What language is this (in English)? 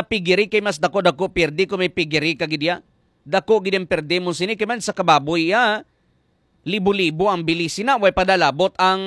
Hiligaynon